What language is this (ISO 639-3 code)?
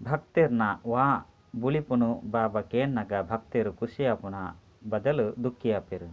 tcy